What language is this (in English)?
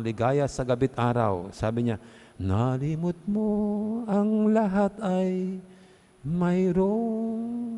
Pampanga